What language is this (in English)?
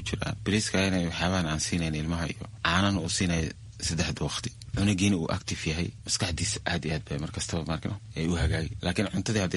Somali